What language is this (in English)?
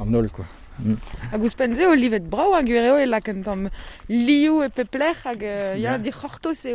Breton